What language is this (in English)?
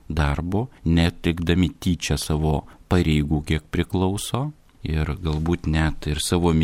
Lithuanian